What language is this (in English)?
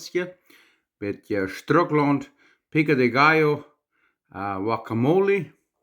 Plautdietsch